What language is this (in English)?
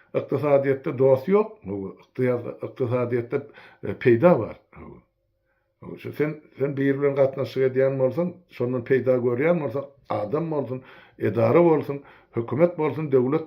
Turkmen